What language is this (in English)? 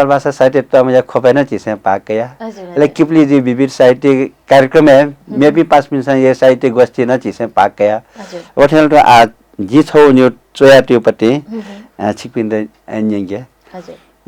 Newari